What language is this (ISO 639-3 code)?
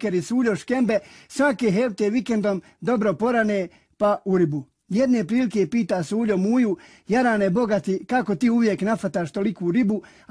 bos